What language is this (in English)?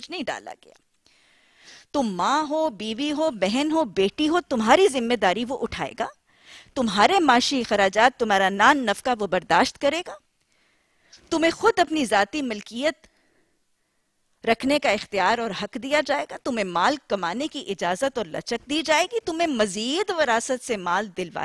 Urdu